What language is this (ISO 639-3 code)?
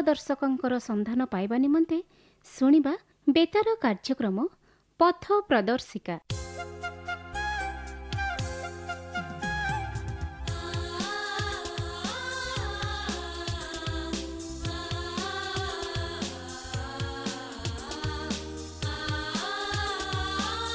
ori